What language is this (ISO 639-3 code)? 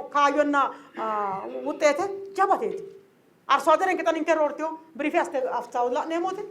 sid